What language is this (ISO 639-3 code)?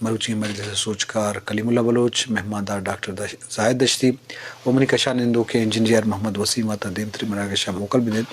bgp